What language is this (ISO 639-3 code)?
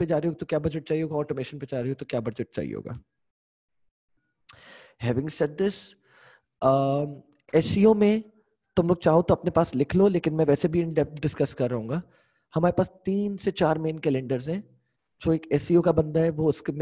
hin